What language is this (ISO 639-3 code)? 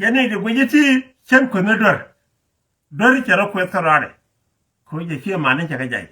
nus